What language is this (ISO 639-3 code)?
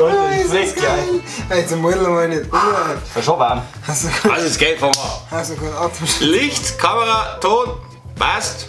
bar